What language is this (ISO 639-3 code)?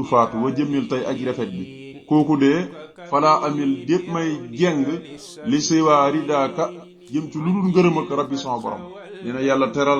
wol